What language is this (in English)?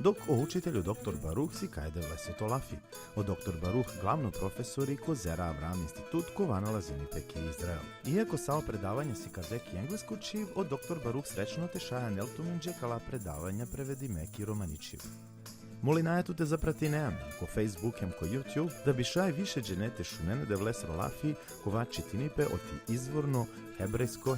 Balkan Romani